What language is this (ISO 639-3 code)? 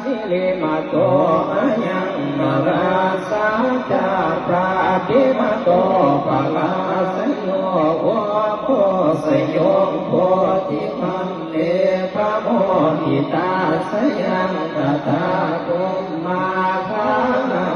pli